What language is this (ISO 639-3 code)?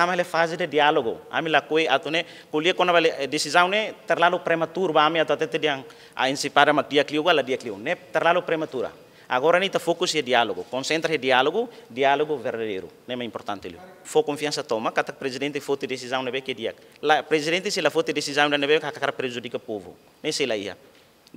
tet